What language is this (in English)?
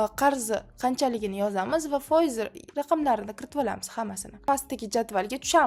Uzbek